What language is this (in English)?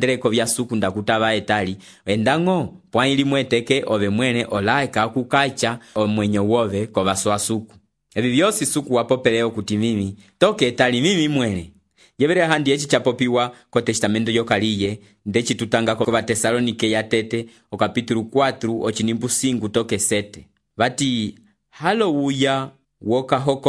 Umbundu